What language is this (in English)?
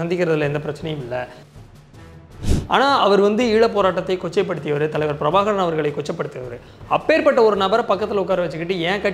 Tamil